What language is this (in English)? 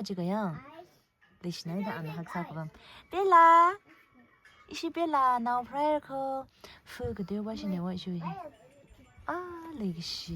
Tangkhul Naga (India)